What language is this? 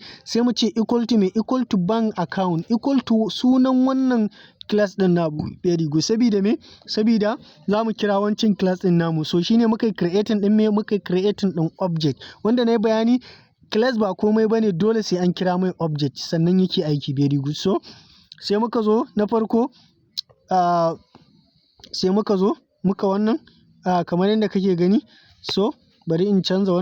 Hausa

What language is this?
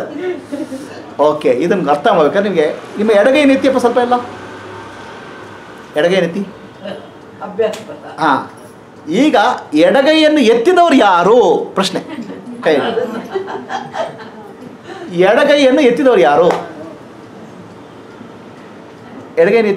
Kannada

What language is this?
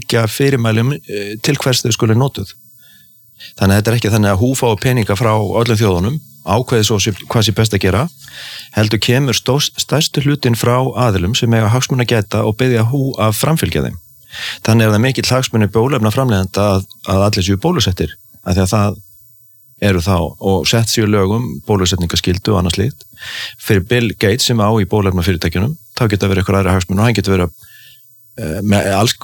Icelandic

